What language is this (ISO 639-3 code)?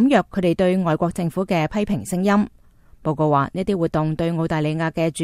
yue